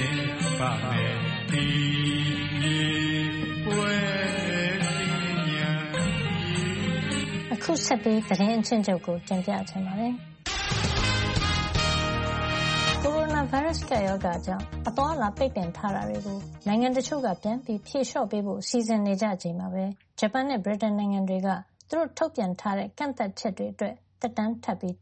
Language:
Burmese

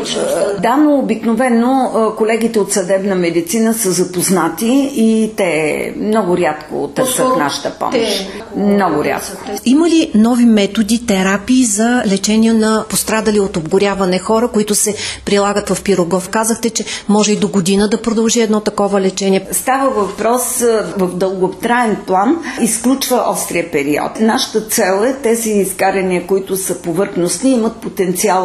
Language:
Bulgarian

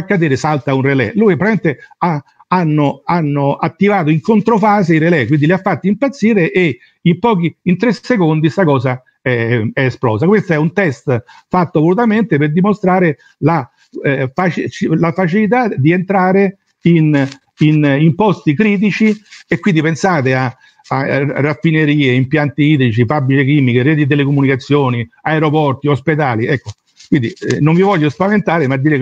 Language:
Italian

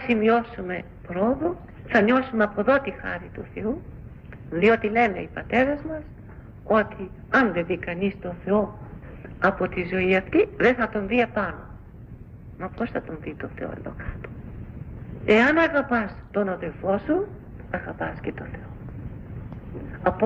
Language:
Greek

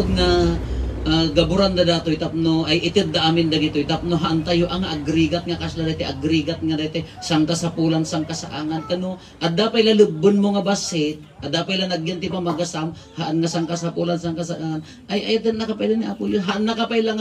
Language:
Iloko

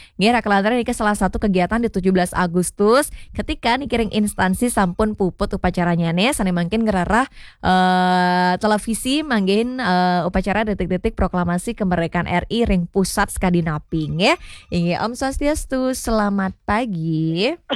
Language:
Balinese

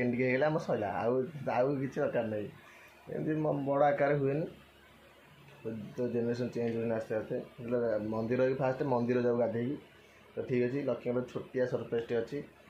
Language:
Odia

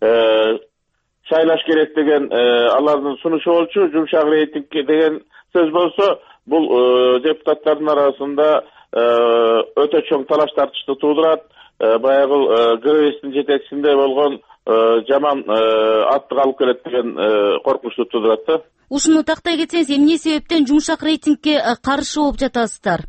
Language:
Kyrgyz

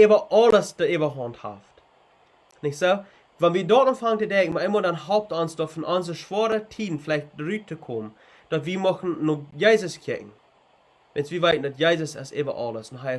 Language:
Plautdietsch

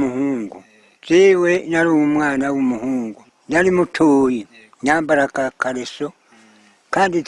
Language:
Rundi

